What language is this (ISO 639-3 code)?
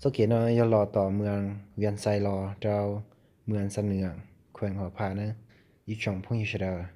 hmn